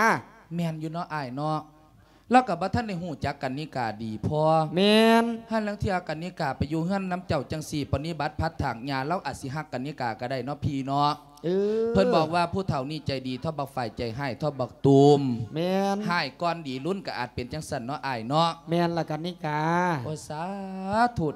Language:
Lao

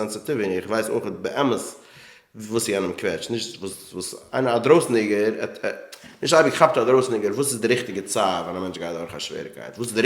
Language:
Yiddish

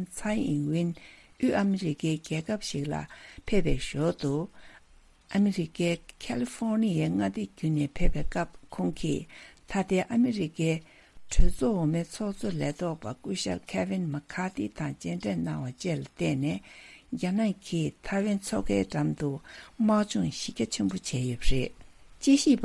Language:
Tibetan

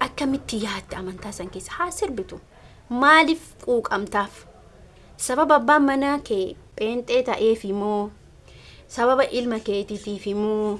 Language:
Oromo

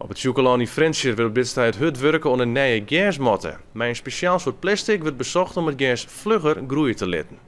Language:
Western Frisian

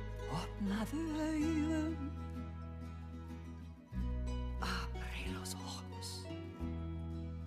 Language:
Icelandic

